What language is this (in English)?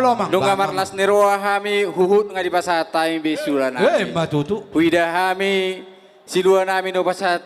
Batak Toba